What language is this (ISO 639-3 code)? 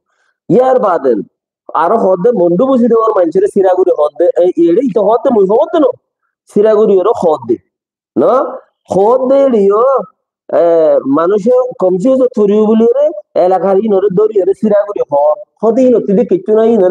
rhg